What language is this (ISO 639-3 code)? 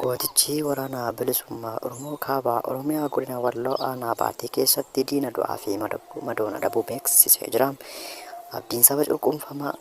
orm